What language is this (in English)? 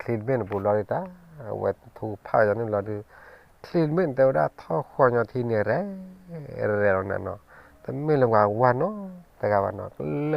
S'gaw Karen